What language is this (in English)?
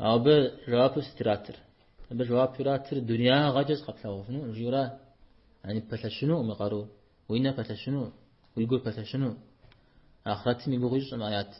Kabardian